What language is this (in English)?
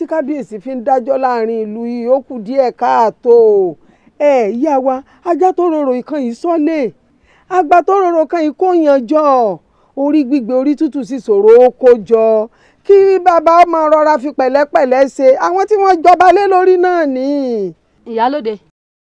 Yoruba